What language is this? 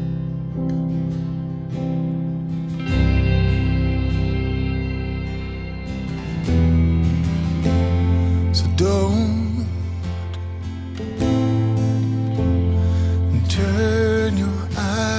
English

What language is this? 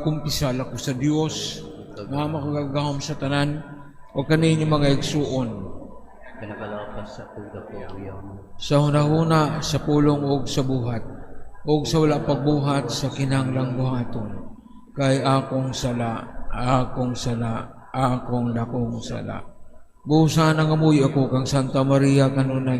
Cebuano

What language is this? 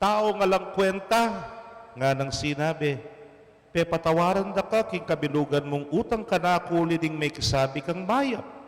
Pampanga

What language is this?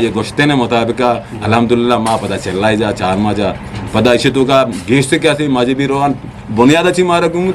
Eastern Balochi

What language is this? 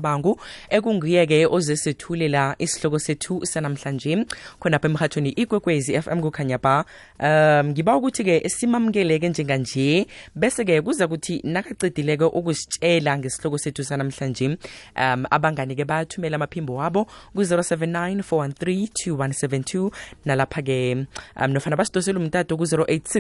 South Ndebele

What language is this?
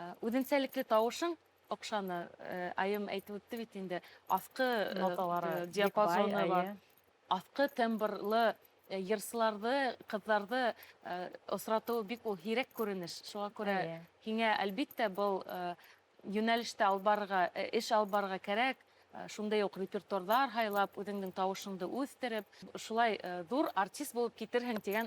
Bashkir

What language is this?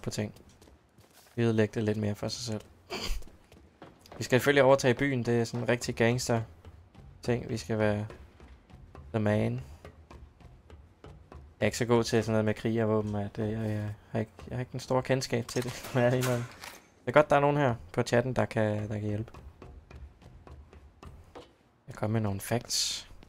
Danish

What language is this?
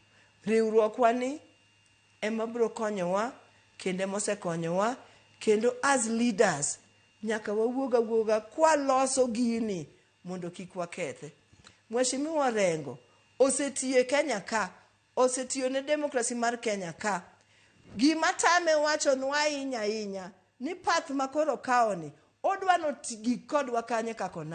Luo (Kenya and Tanzania)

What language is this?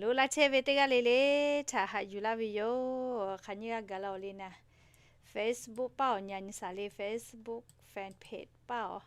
Lahu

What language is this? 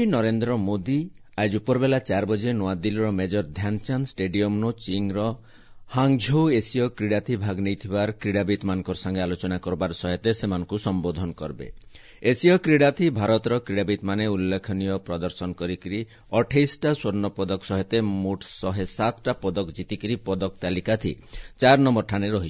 Odia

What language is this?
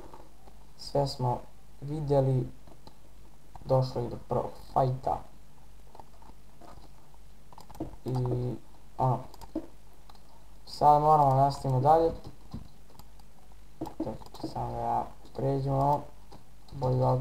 Bosnian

